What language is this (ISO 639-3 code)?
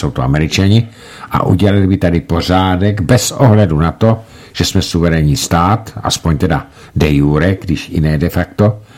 ces